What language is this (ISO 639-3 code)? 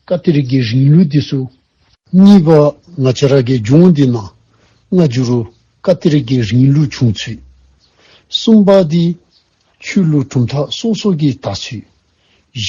dzo